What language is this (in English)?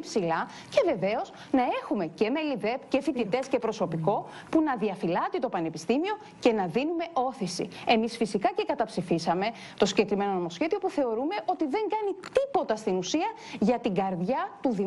Greek